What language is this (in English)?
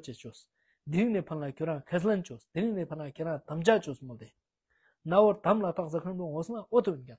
Tibetan